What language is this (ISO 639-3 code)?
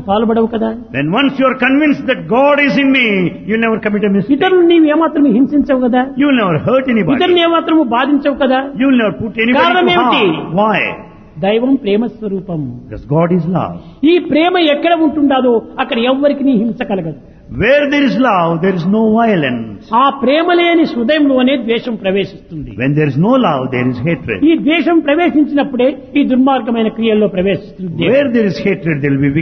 tel